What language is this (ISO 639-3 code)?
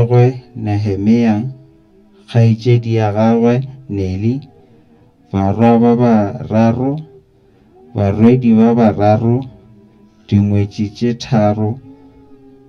nso